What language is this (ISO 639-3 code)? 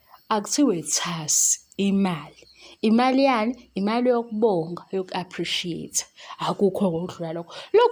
zul